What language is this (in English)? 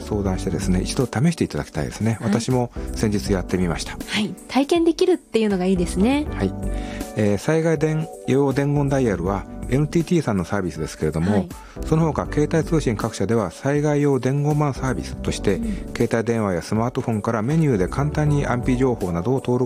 Japanese